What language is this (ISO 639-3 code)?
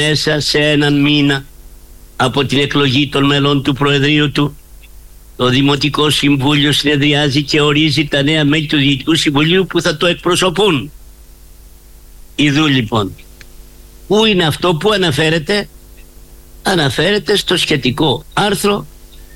ell